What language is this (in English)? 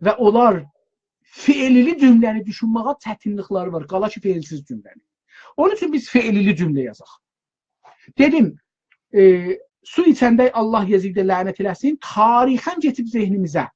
South Azerbaijani